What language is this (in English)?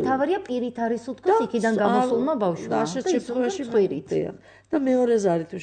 Georgian